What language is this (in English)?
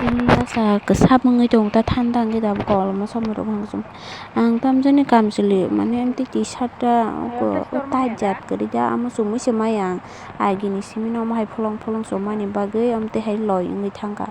Kok Borok